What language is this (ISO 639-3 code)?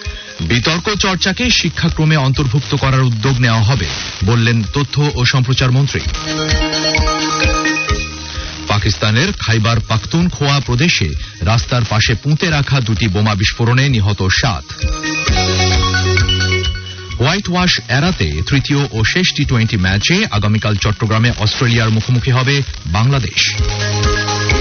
ben